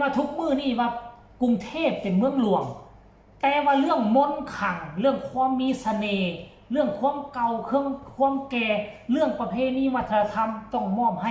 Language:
Northeastern Thai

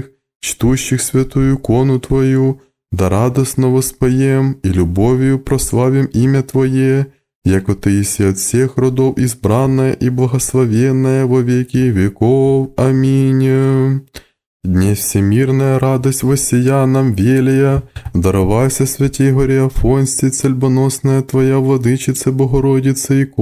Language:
Church Slavic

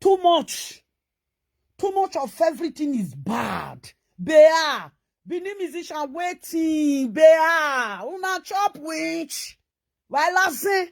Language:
Nigerian Pidgin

